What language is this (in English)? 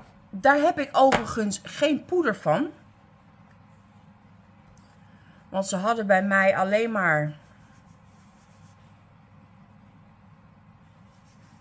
Dutch